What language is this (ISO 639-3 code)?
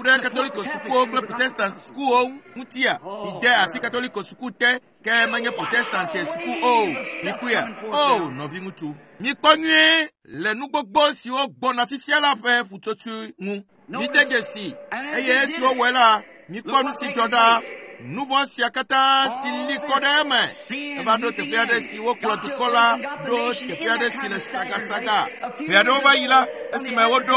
ewe